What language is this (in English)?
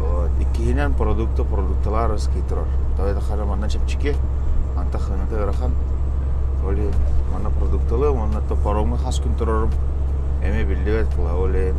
Yakut